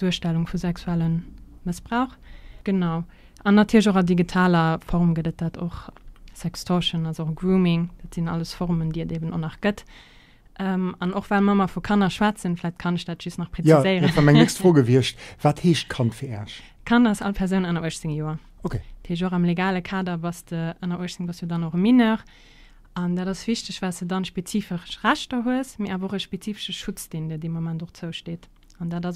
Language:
Luxembourgish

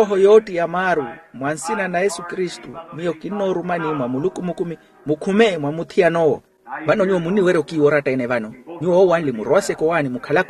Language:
Makhuwa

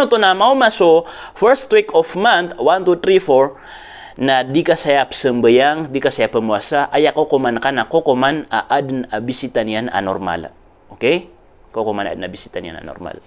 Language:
Maranao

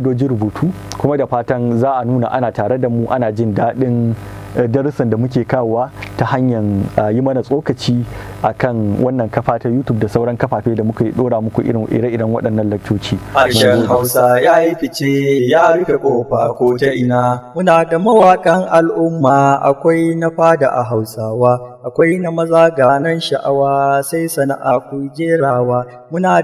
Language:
Hausa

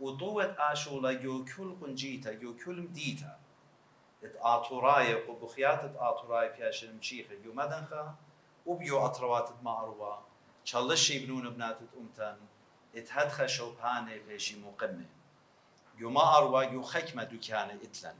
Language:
Assyrian Neo-Aramaic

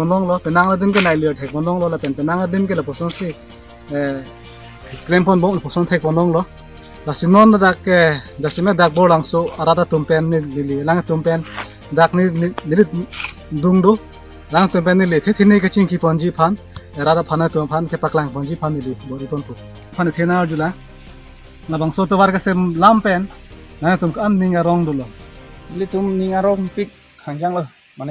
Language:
Karbi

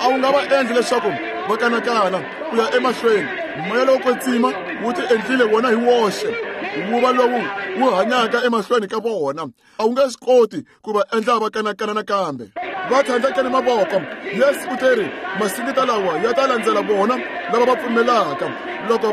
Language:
Tsonga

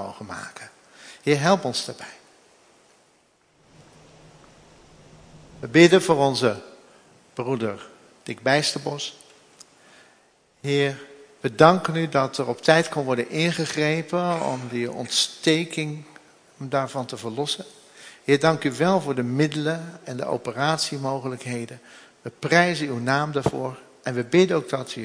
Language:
Dutch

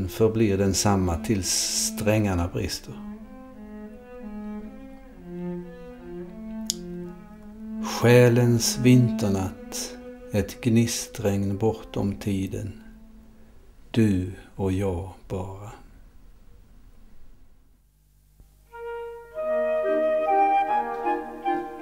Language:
Swedish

